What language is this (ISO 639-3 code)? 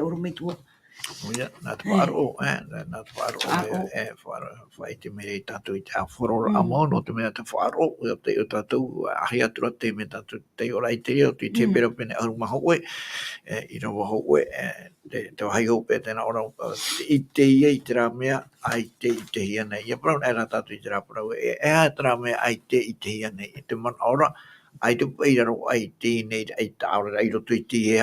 tah